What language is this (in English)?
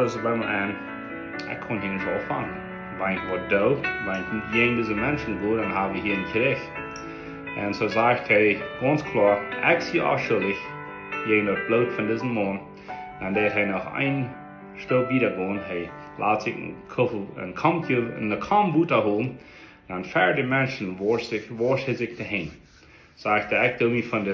Plautdietsch